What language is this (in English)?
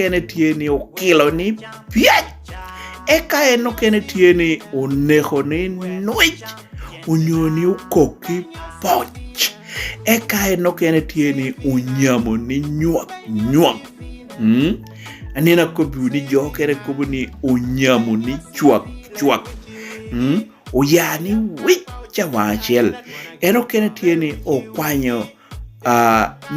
Lango (Uganda)